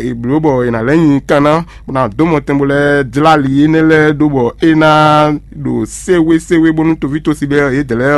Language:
Fon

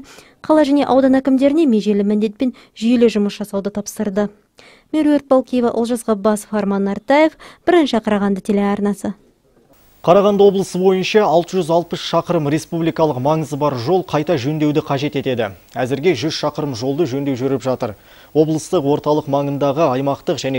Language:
Kazakh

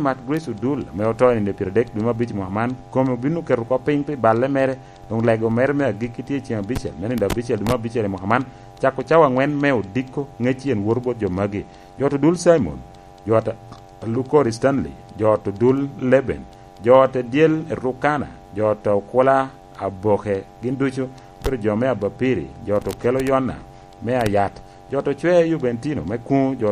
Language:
Lango (Uganda)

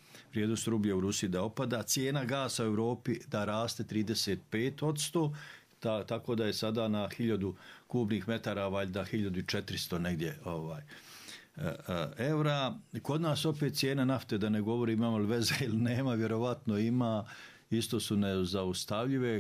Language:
Bosnian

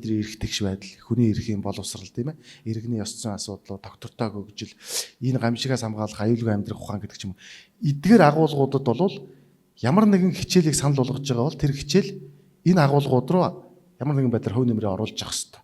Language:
Mongolian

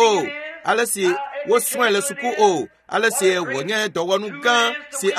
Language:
Ewe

